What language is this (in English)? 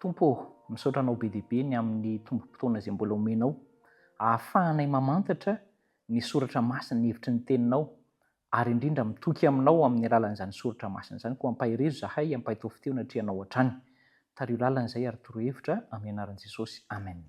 Malagasy